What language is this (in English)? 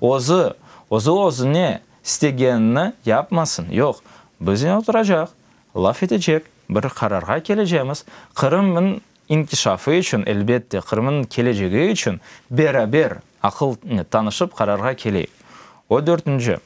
Crimean Tatar